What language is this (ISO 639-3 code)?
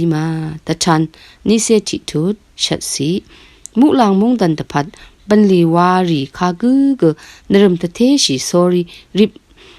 raw